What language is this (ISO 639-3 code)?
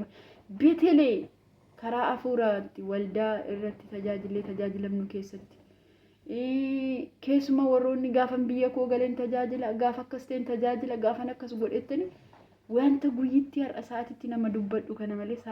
orm